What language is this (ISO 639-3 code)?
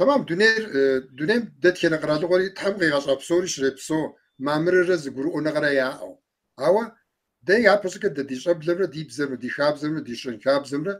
kbd